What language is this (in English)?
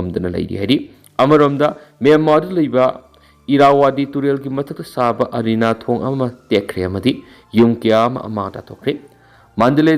Manipuri